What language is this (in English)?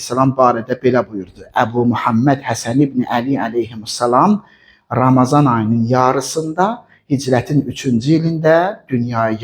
Azerbaijani